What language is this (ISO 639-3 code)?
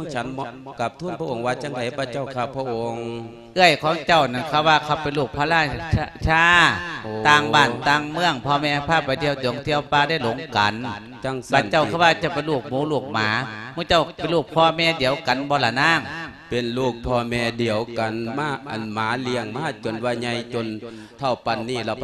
lao